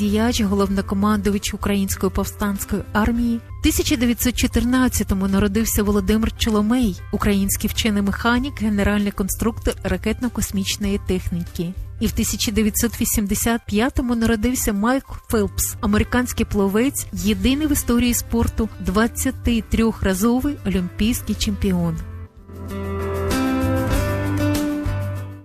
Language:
Ukrainian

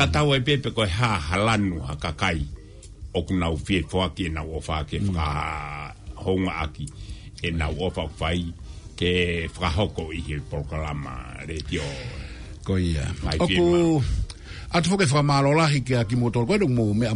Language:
Tongan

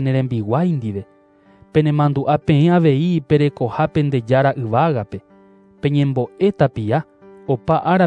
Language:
Guarani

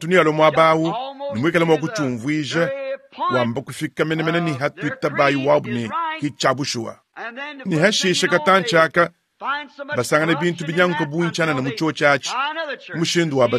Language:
Luba-Lulua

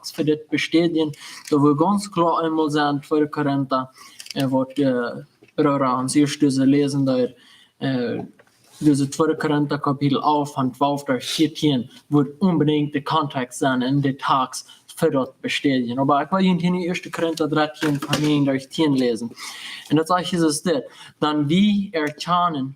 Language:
Plautdietsch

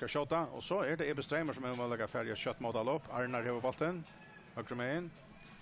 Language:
Faroese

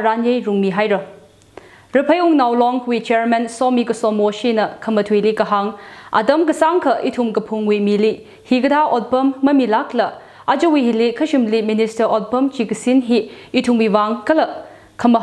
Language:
Tangkhul Naga (India)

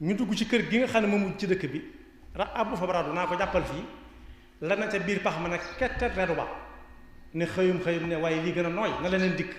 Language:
Wolof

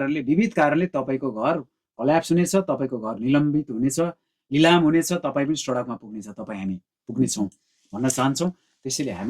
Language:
Nepali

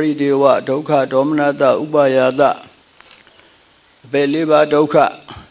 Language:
Burmese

